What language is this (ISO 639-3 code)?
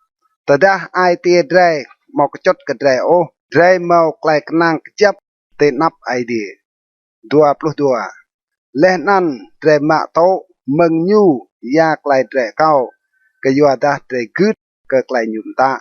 rad